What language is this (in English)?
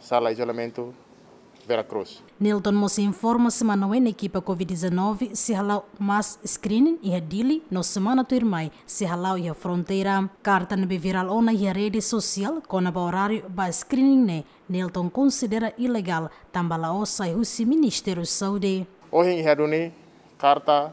Tetum